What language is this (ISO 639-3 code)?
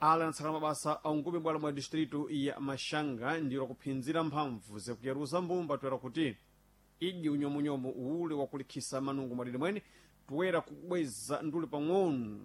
seh